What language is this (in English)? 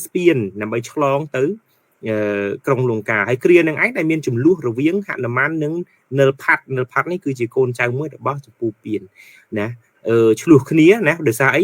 Khmer